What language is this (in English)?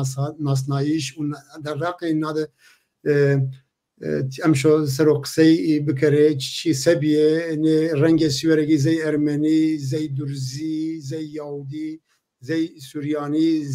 Zaza